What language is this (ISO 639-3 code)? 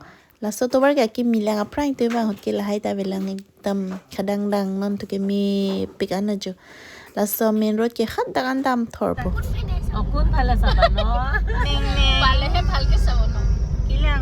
mjw